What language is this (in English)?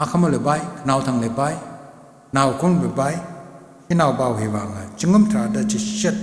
Tangkhul Naga (India)